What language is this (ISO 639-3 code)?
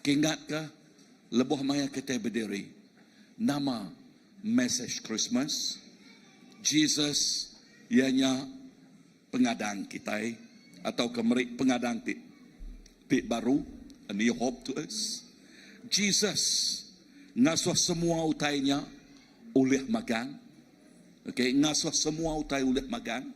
iba